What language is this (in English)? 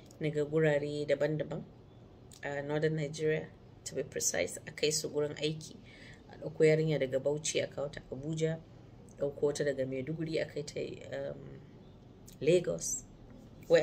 Hausa